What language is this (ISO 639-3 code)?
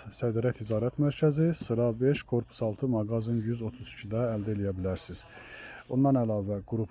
aze